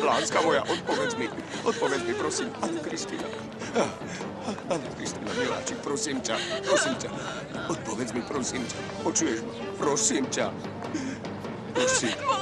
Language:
Slovak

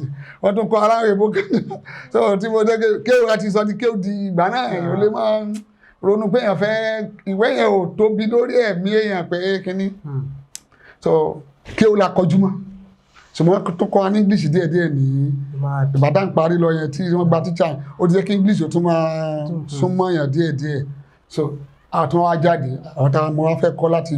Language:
Yoruba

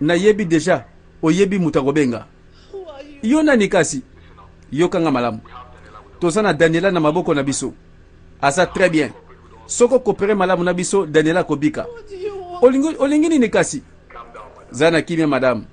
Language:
Lingala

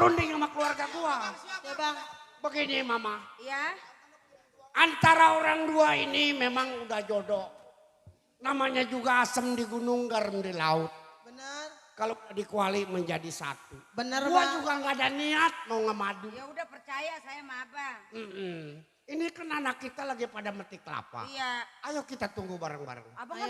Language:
Betawi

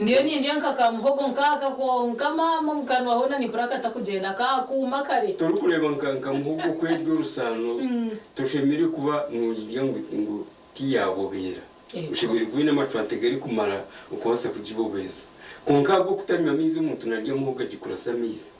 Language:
Nyankole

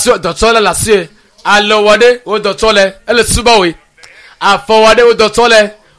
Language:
Ewe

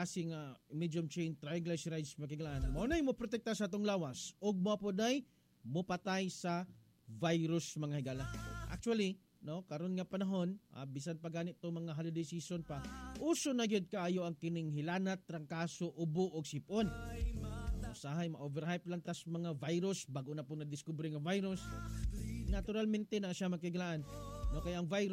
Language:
Cebuano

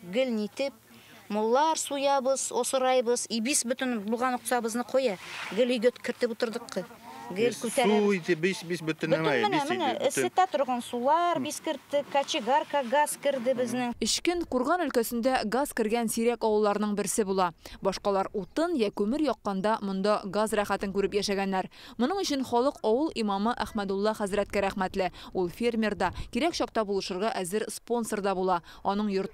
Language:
Tatar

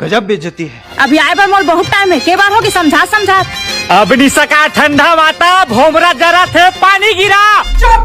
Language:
Chhattisgarhi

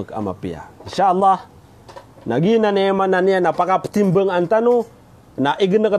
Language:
Maranao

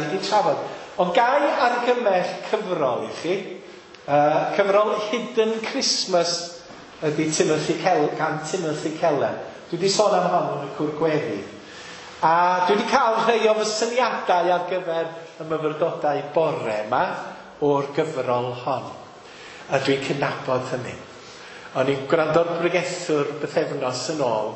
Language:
Welsh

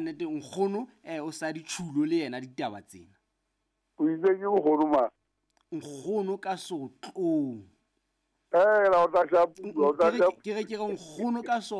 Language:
Southern Sotho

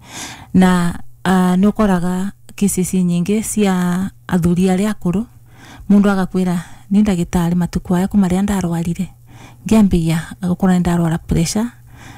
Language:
Kikuyu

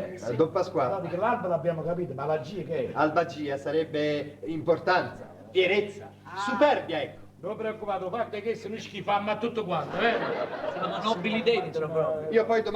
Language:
Neapolitan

